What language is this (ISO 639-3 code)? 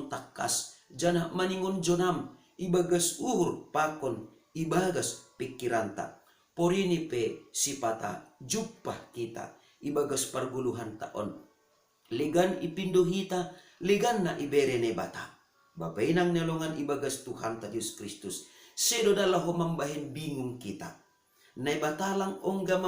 bts